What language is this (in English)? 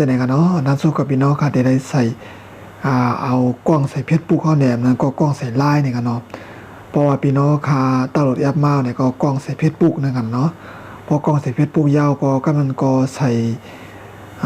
Shan